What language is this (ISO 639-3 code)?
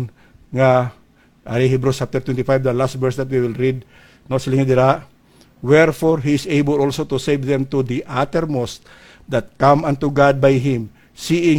hil